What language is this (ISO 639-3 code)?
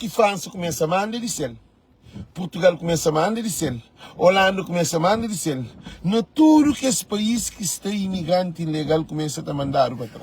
kea